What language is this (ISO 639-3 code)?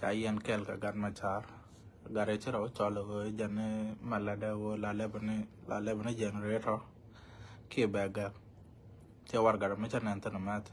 nus